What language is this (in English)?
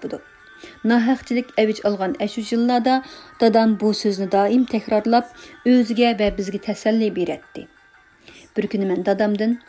Uyghur